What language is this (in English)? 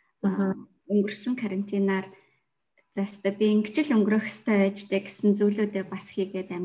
Mongolian